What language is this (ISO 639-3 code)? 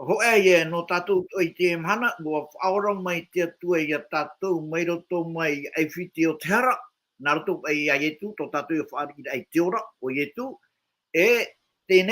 tah